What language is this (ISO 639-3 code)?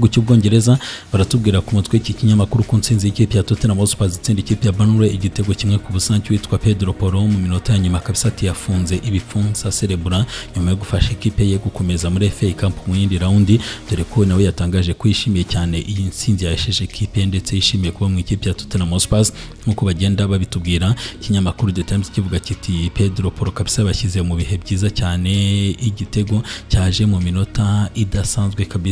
kin